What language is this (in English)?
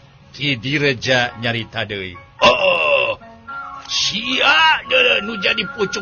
Sundanese